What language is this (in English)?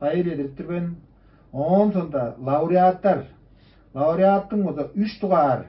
Tuvinian